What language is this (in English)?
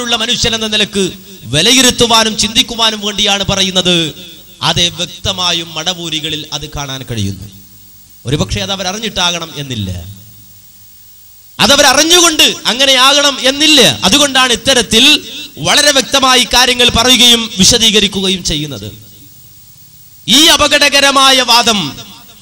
Malayalam